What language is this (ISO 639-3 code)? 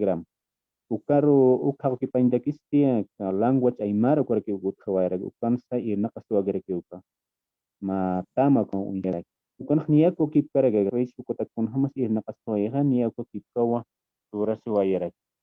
aym